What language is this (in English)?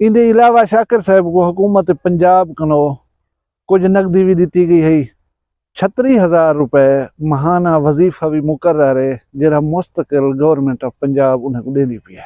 Saraiki